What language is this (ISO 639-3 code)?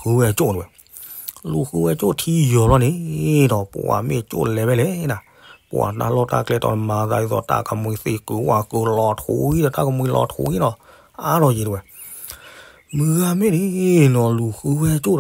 ksw